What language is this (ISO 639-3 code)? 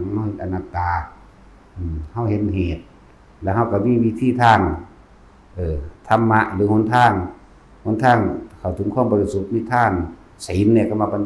tts